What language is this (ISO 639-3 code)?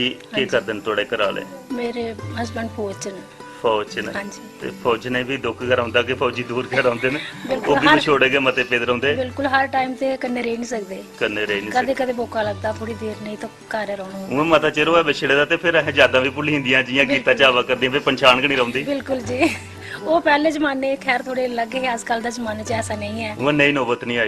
doi